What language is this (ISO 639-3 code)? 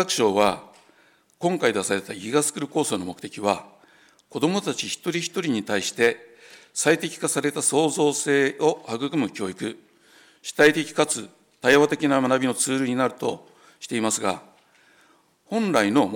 jpn